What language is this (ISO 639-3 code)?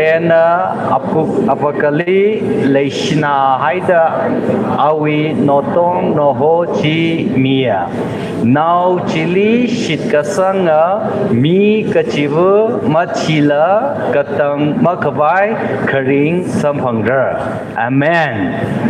nmf